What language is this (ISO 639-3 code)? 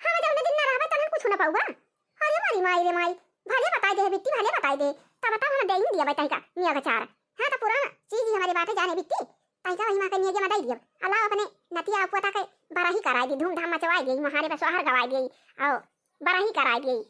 awa